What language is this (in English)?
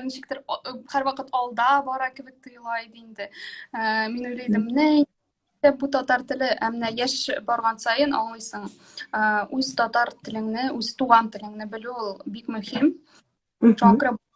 Tatar